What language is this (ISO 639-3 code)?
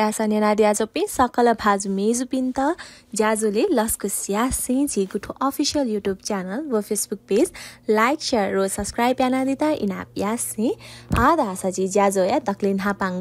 new